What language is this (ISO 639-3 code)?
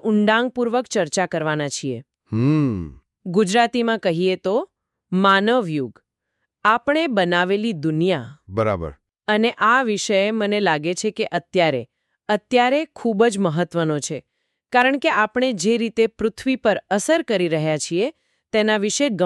guj